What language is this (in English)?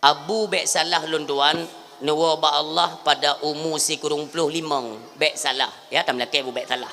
Achinese